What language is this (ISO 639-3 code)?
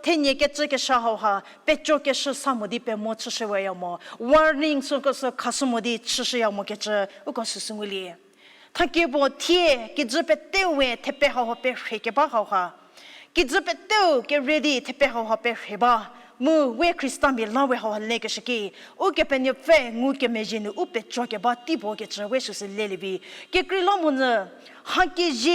njm